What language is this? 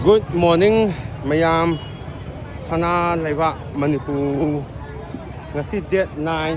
Manipuri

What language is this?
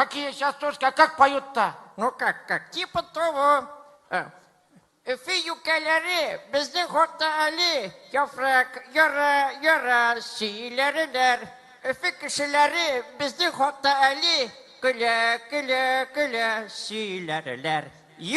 Tatar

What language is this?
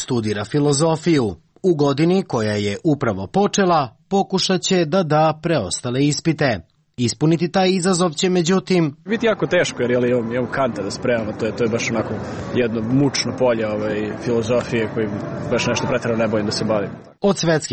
Serbian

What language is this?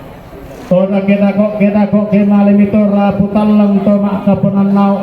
Toraja-Sa'dan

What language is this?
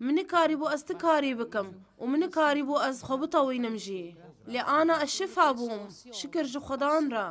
Kurdish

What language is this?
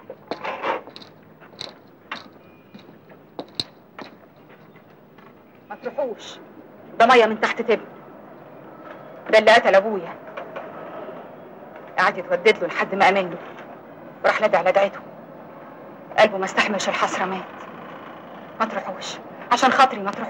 Egyptian Arabic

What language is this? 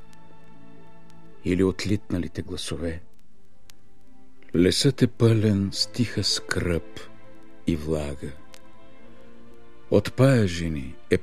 Bulgarian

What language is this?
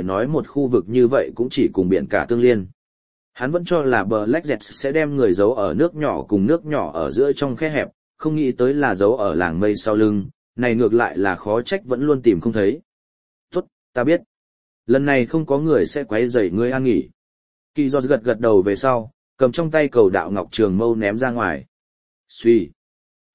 Vietnamese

